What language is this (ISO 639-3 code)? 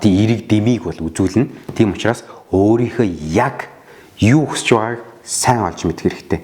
mon